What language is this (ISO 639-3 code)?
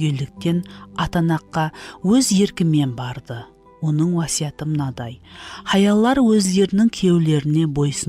kaa